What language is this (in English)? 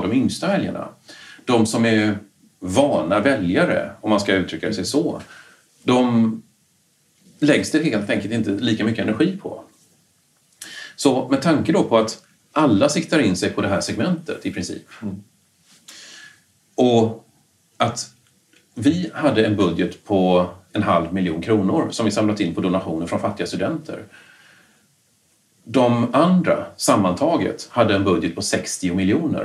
Swedish